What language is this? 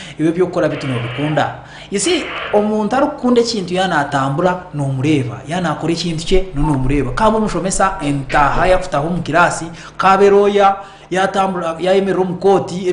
Nyankole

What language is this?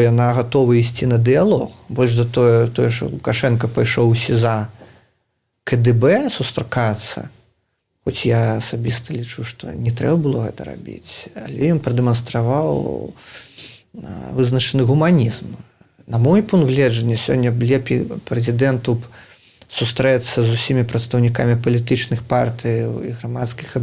Belarusian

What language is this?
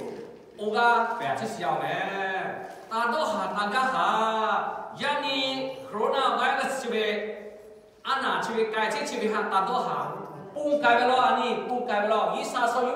Lahu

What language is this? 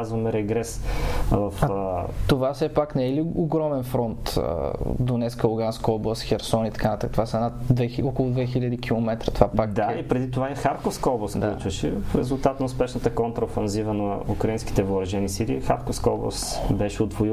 Bulgarian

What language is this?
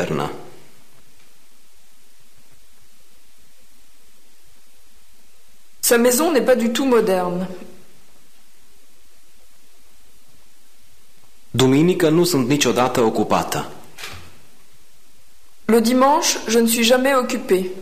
Romanian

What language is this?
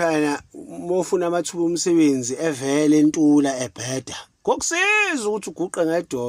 Zulu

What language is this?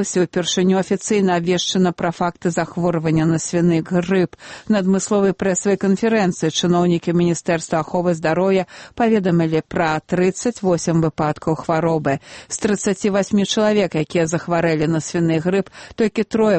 Belarusian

